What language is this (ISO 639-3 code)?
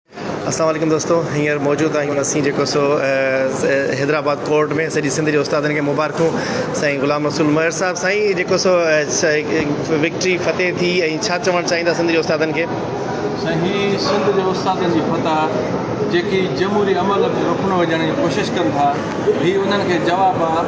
snd